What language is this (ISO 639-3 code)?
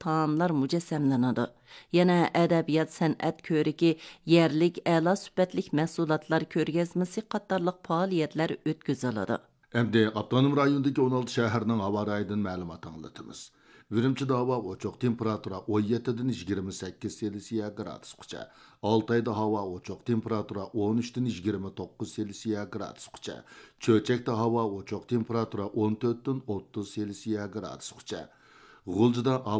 uig